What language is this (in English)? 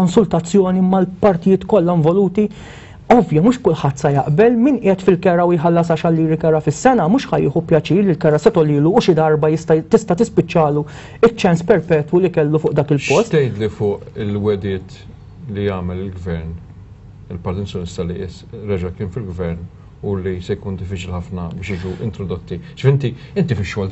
Maltese